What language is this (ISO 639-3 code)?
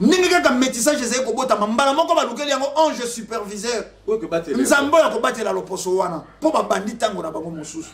lin